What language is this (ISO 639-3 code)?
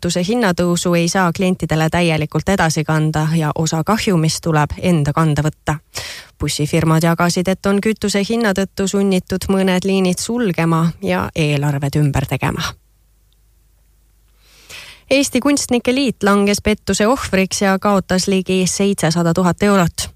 est